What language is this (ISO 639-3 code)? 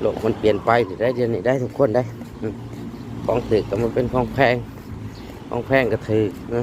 lao